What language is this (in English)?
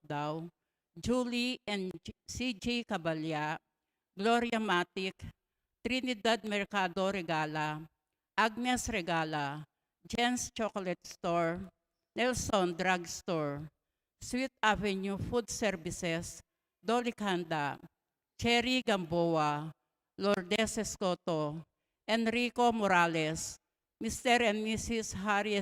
Pampanga